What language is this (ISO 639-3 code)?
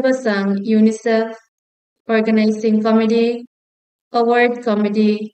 pon